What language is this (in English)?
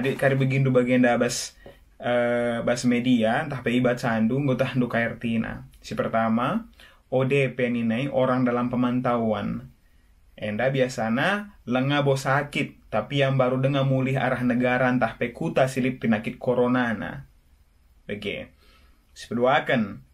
Batak Karo